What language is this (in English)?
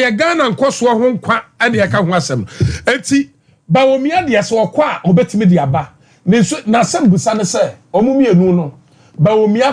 Akan